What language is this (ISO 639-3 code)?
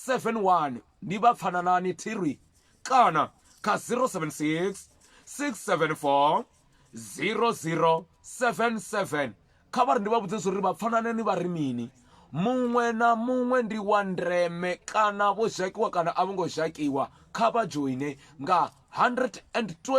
ven